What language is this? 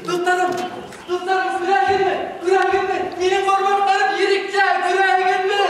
Bashkir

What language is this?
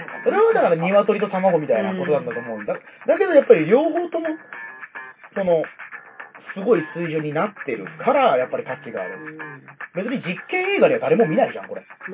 Japanese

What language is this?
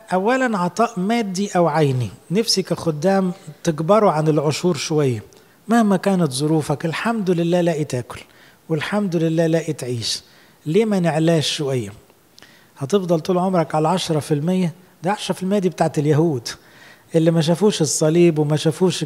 Egyptian Arabic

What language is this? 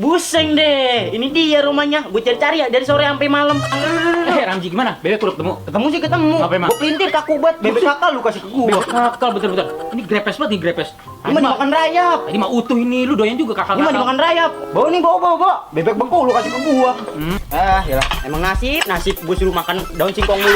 Betawi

